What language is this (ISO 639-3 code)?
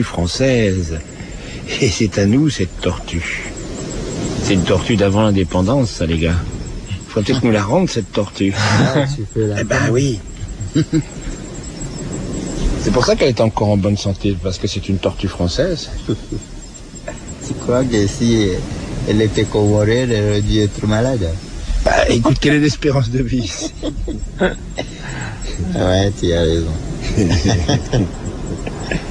fra